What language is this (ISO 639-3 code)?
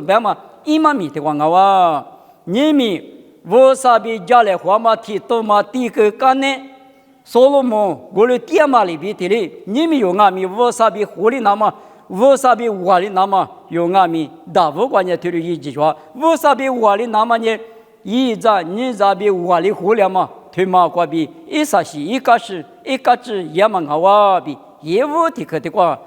lis